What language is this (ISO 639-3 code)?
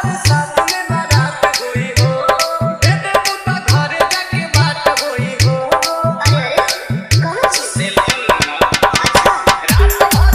bho